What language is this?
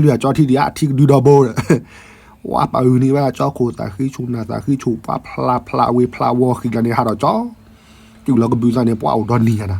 S'gaw Karen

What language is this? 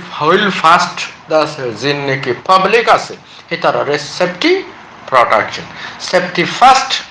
Rohingya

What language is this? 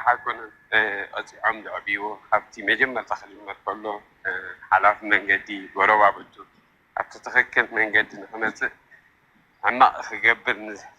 Tigrinya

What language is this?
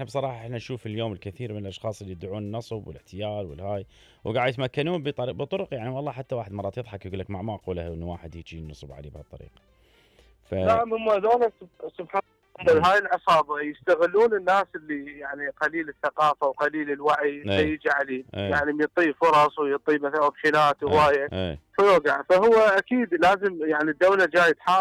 Mesopotamian Arabic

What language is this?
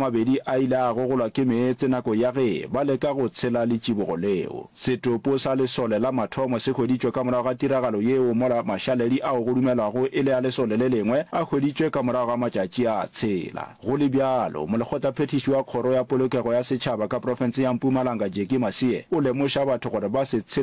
Northern Sotho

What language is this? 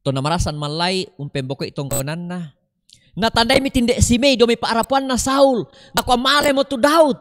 Toraja-Sa'dan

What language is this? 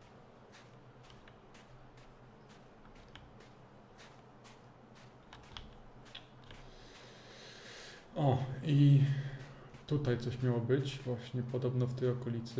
Polish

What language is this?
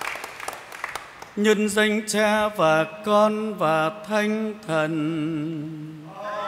Vietnamese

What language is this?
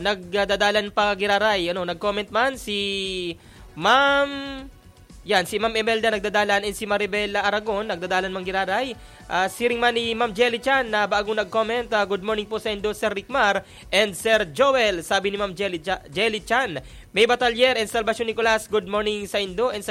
Bikol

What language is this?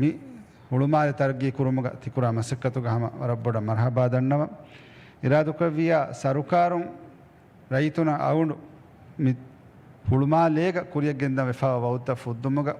Divehi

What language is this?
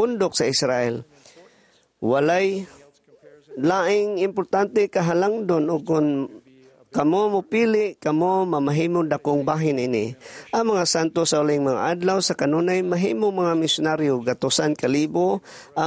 Cebuano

